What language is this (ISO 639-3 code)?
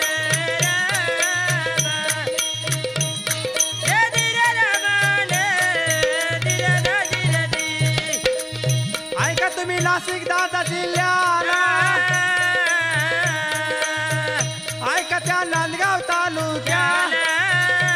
mar